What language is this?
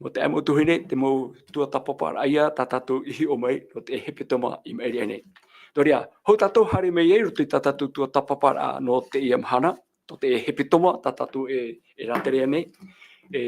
Tahitian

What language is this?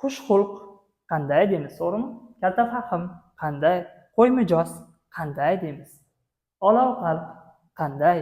Uzbek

